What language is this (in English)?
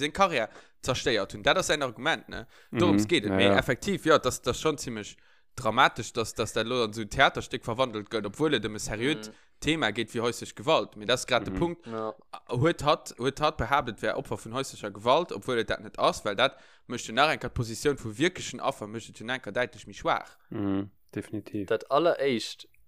Luxembourgish